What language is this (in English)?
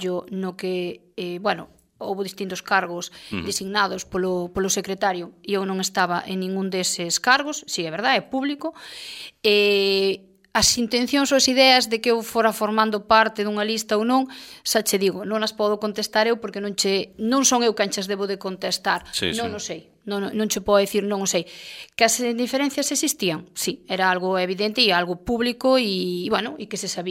Galician